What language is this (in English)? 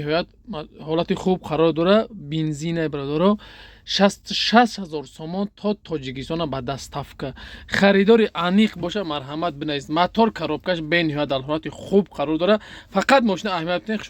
Tajik